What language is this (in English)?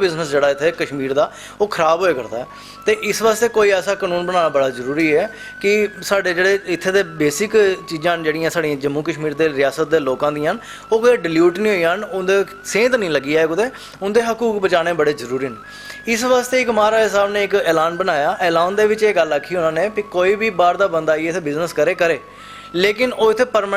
Dogri